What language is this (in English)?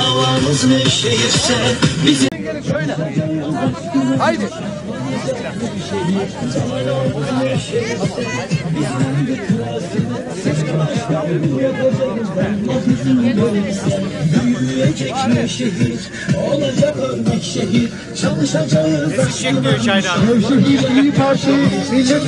Turkish